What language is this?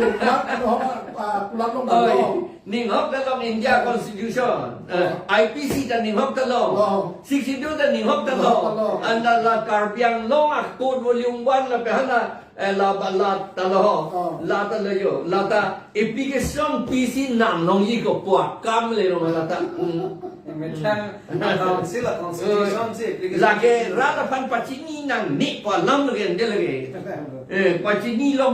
Karbi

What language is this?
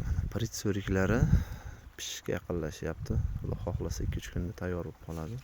Uzbek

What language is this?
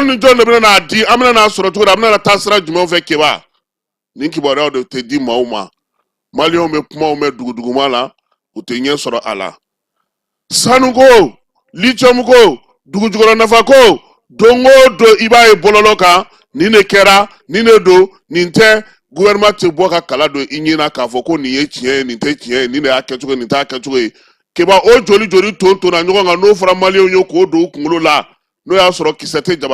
Bambara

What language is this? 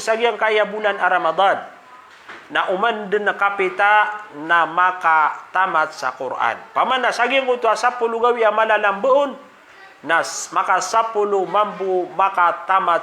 Maranao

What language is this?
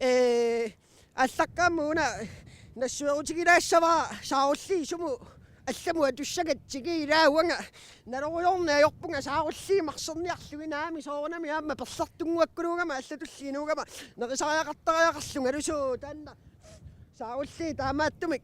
Kalaallisut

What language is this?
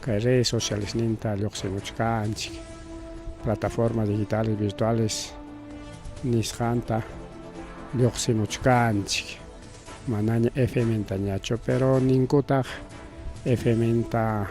Ayacucho Quechua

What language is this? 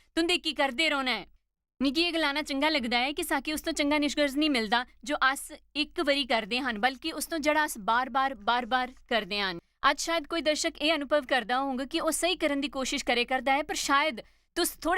Dogri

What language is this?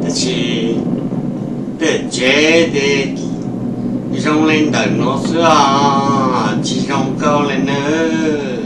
Hmong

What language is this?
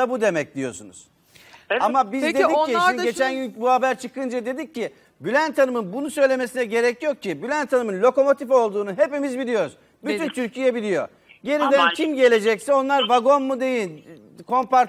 Turkish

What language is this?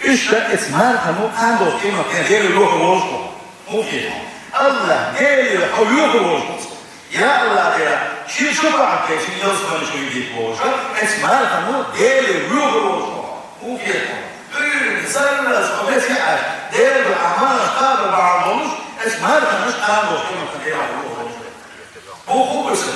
Chechen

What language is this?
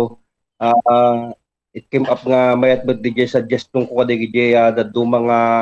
Iloko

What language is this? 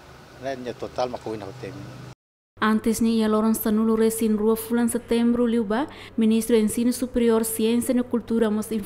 Tetum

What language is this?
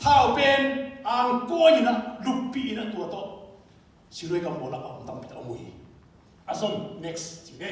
Tedim Chin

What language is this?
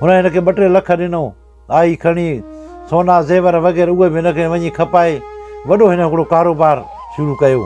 Sindhi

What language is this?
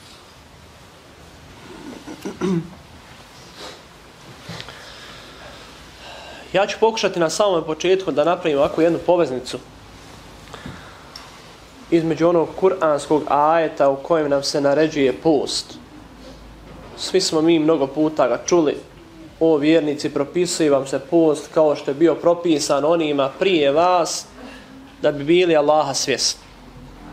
Bosnian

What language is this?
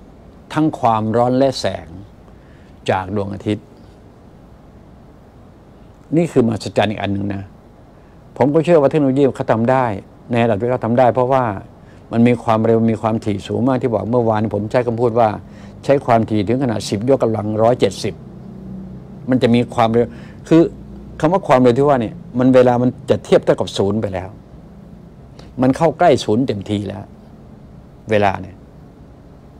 Thai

